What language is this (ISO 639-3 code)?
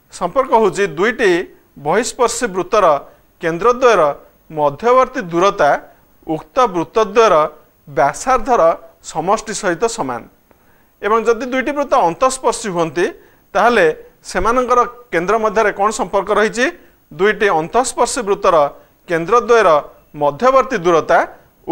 ori